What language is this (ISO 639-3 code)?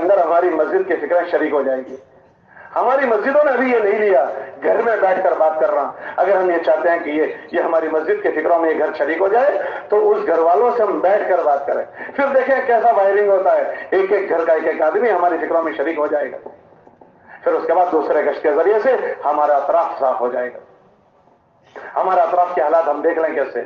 urd